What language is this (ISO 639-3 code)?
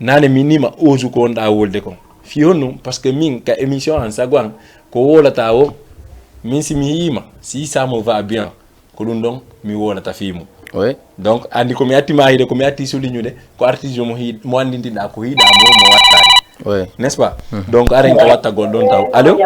ful